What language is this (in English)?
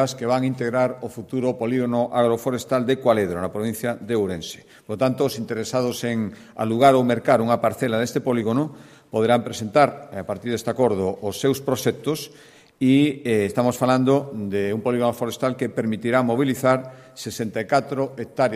Galician